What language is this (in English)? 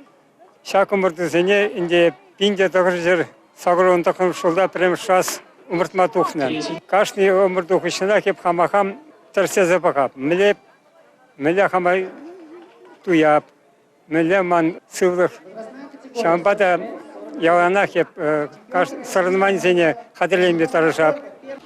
Chuvash